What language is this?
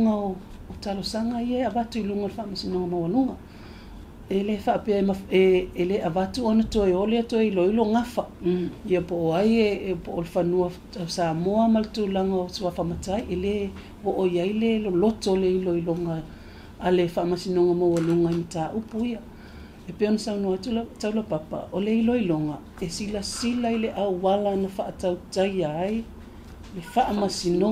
Samoan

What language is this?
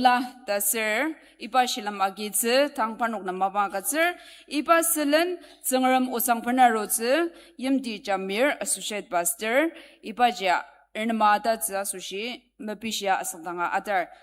Ao Naga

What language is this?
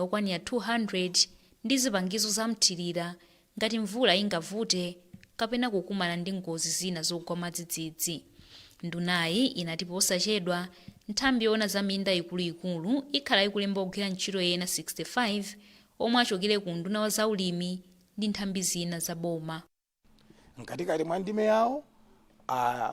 Nyanja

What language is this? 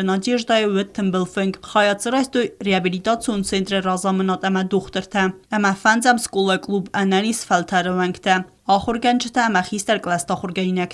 Ossetic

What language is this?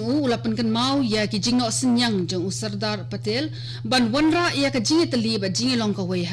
Khasi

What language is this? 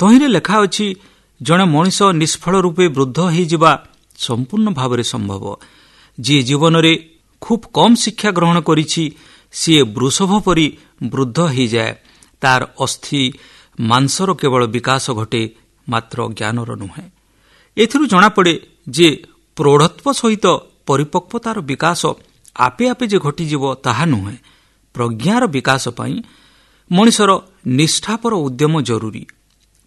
Odia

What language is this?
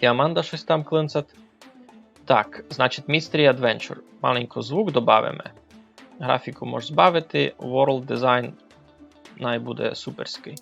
Rusyn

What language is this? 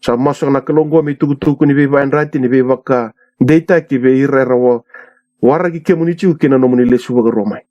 Fijian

